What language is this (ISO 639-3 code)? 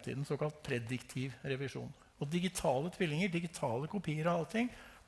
nor